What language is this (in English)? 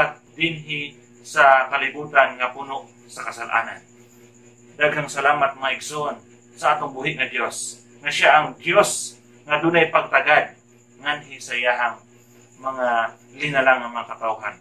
Cebuano